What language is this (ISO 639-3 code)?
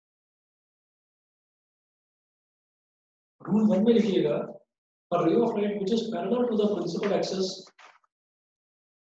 hin